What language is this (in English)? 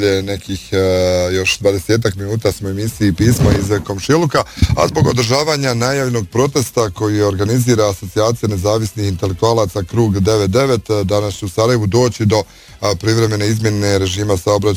Bosnian